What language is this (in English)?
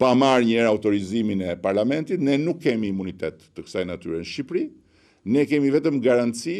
Albanian